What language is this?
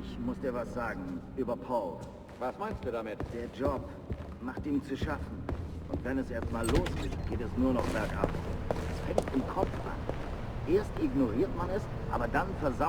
Bavarian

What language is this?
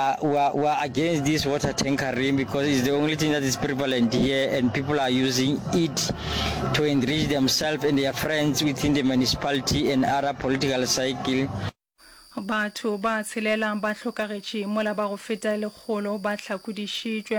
Northern Sotho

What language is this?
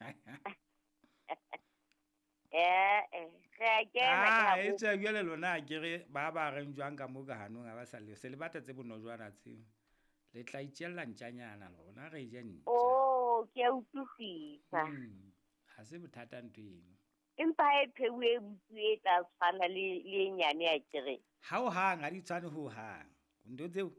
Southern Sotho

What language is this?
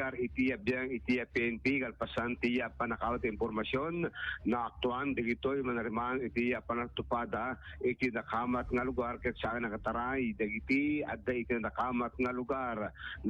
Iloko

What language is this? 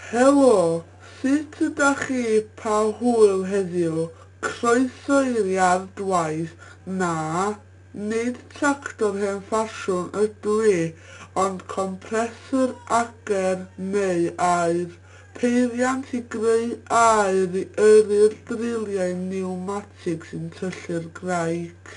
Welsh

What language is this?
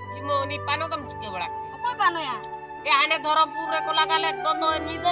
Santali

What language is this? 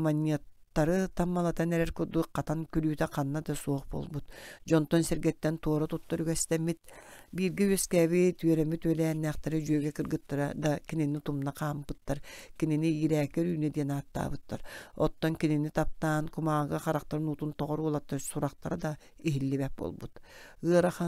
Yakut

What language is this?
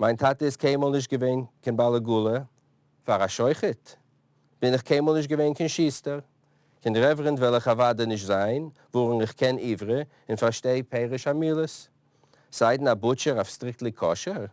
Yiddish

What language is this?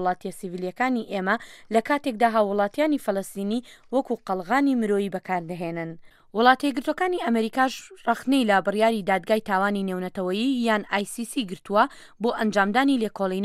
Central Kurdish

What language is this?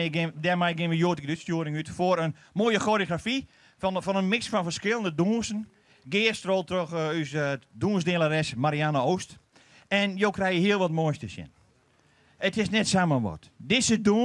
Western Frisian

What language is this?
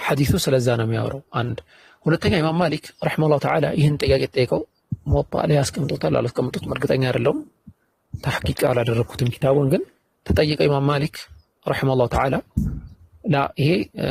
Amharic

